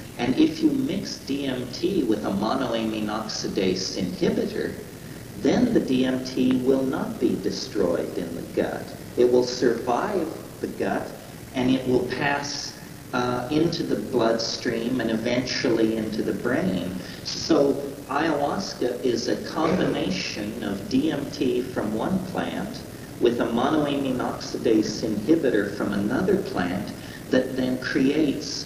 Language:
English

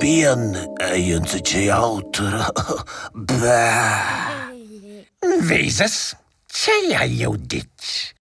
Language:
Romansh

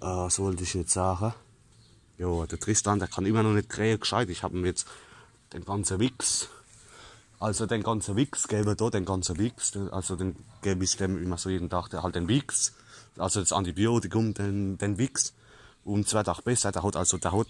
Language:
Palatine German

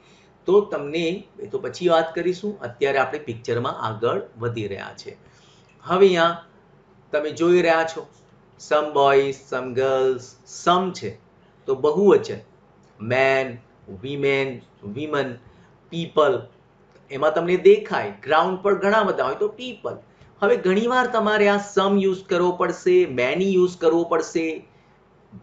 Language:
Gujarati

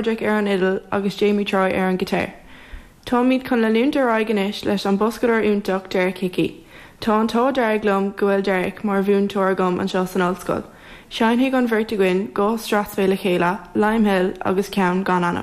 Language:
Irish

